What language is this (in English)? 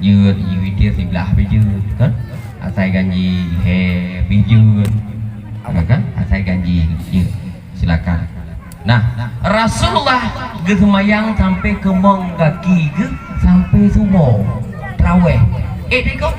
Achinese